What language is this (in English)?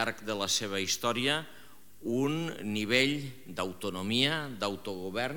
Catalan